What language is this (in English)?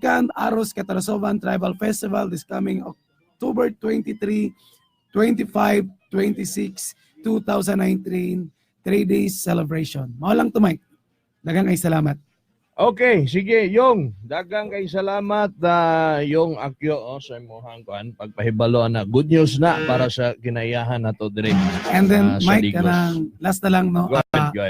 Cebuano